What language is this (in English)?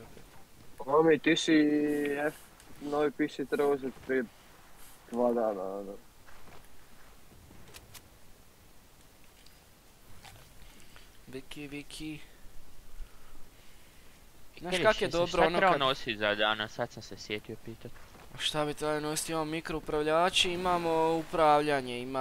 Croatian